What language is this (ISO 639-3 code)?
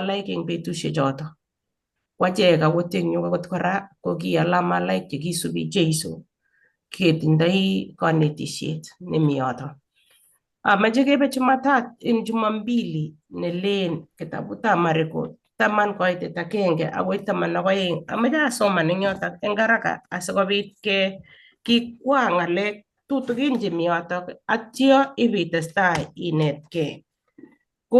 kln